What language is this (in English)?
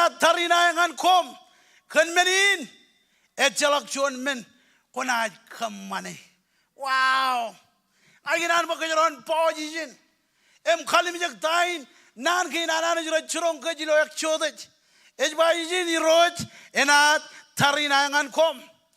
Marshallese